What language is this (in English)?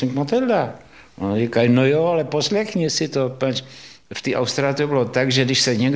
Czech